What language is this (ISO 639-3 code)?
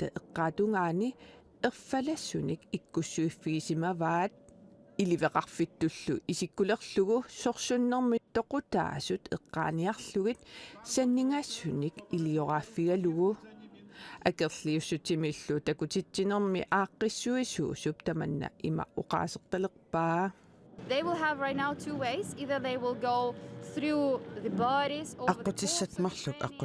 kal